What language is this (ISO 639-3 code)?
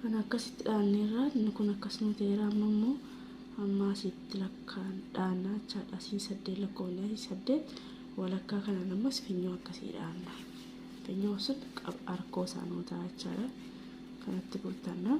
orm